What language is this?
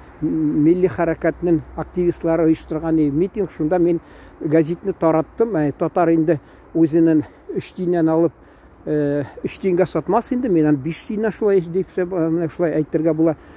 Tatar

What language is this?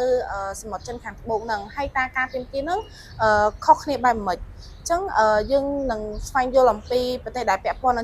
Khmer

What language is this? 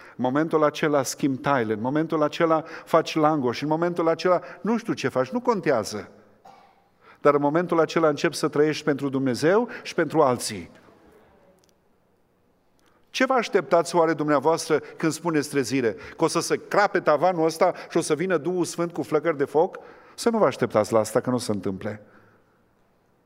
Romanian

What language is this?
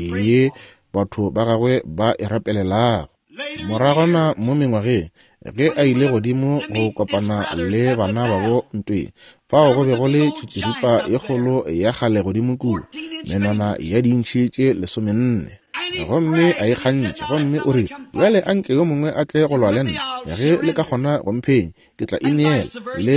Northern Sotho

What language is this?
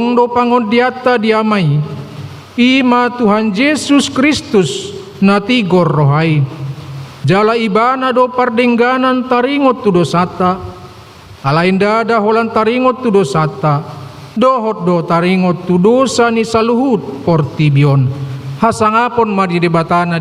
Batak Toba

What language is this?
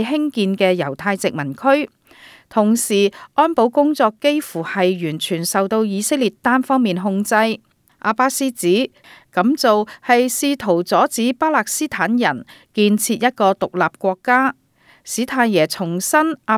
Cantonese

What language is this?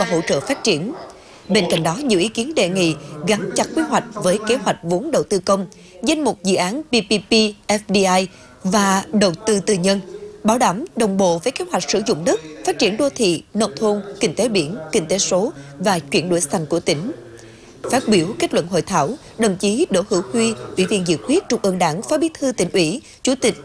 Vietnamese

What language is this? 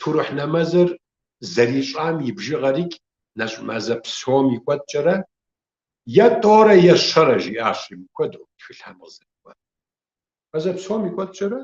Kabardian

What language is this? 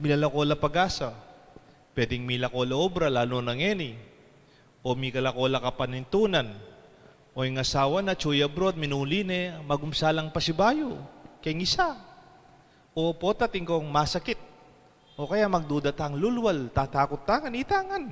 Pampanga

